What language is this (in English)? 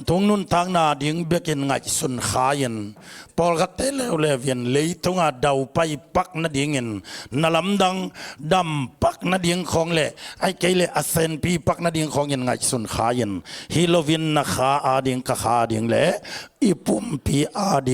Tedim Chin